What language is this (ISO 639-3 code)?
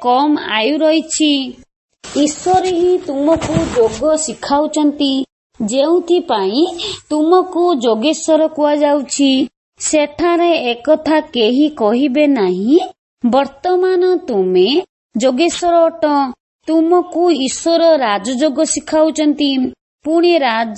ori